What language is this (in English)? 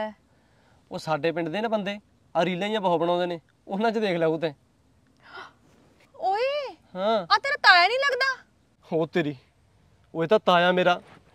Punjabi